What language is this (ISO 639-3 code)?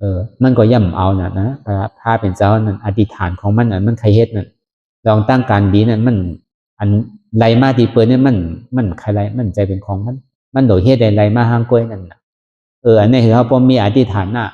shn